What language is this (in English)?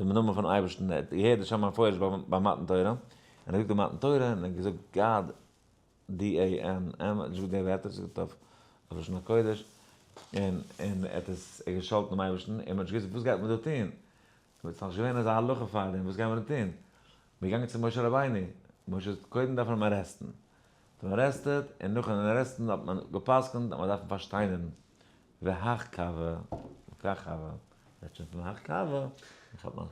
Yiddish